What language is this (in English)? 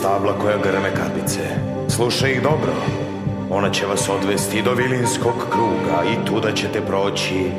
Serbian